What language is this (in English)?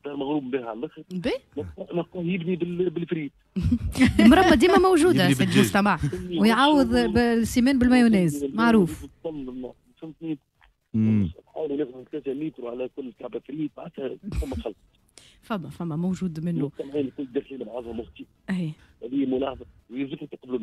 Tunisian Arabic